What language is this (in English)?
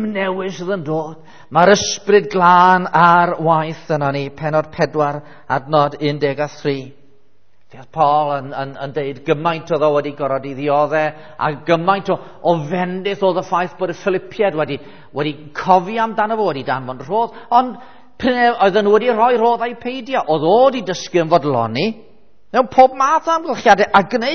Welsh